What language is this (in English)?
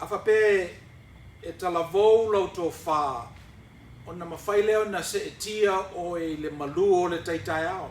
Samoan